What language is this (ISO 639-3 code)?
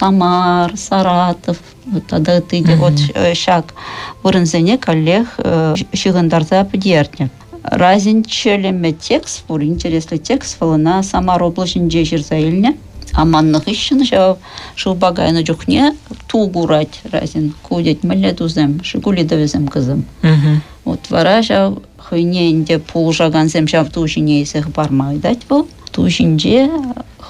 chv